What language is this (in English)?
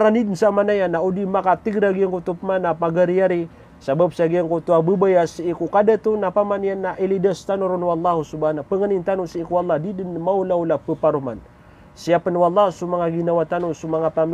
Maranao